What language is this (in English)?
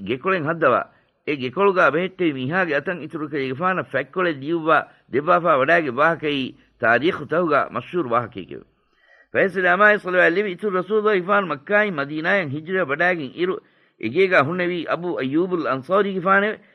Divehi